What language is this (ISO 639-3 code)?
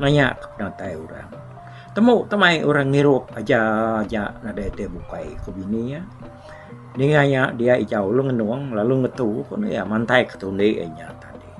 iba